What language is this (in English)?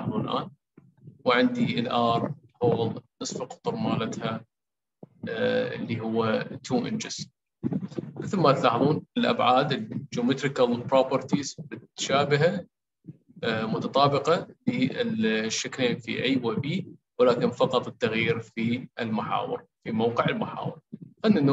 Mesopotamian Arabic